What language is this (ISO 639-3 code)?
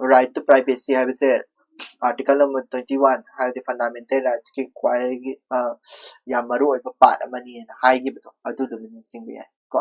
mni